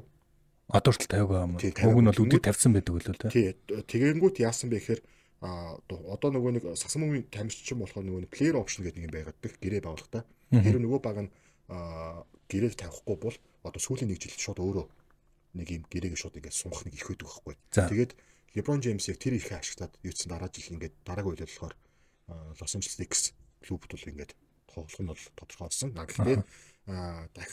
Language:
Mongolian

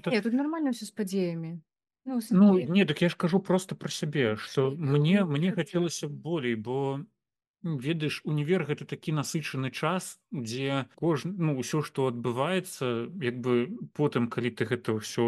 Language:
Belarusian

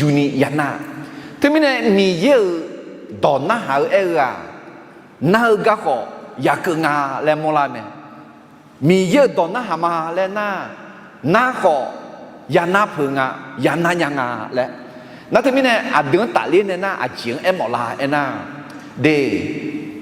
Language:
Akha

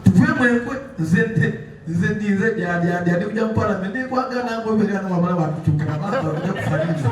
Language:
Soga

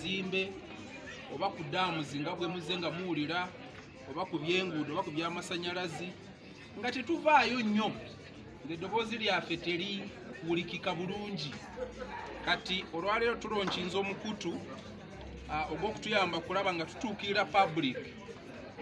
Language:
Ganda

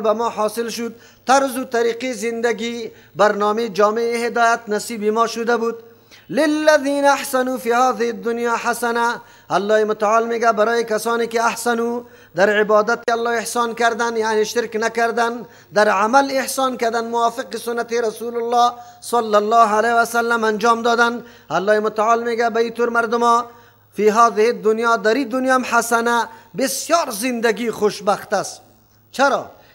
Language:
Persian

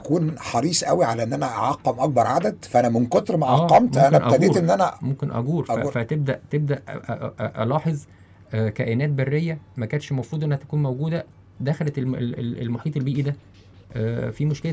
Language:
Egyptian Arabic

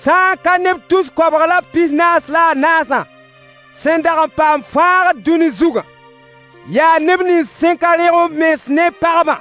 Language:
Mossi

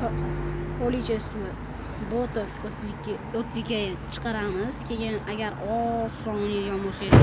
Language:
Uzbek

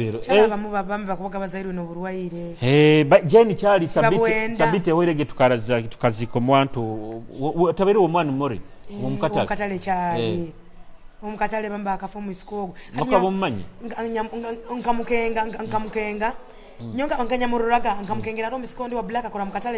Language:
Nyoro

